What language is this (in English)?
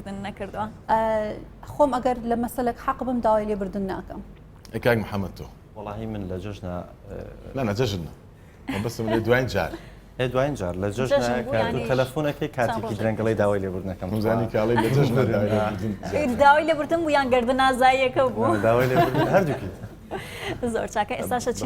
Central Kurdish